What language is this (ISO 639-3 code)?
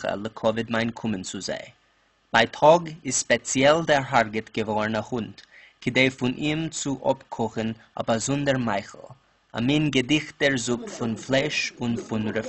yid